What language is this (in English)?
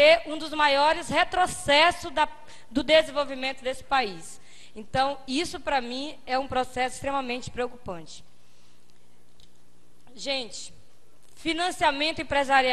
Portuguese